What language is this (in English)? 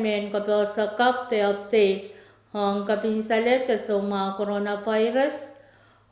Pohnpeian